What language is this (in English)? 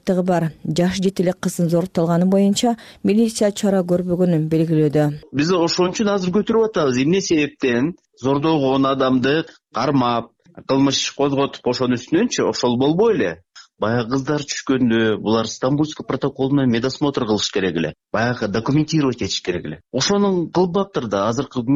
Kyrgyz